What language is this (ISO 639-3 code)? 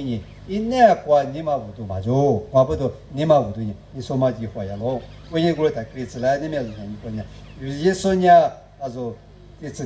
lis